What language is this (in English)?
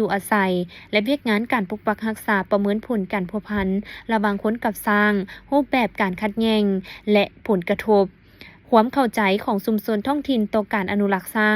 Lao